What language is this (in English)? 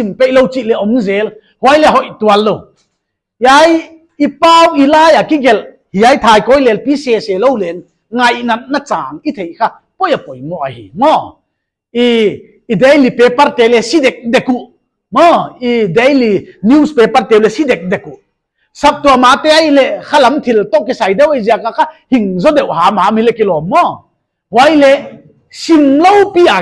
Paite Chin